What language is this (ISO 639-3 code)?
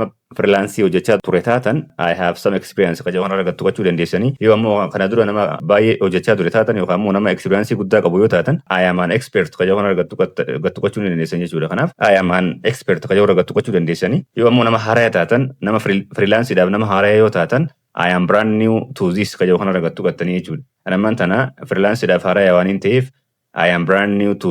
orm